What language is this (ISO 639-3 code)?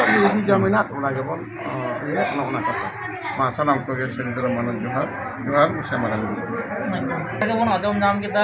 sat